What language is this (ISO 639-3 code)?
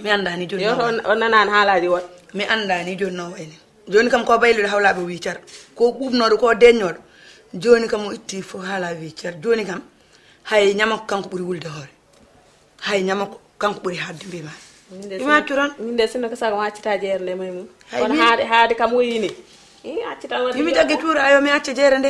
ful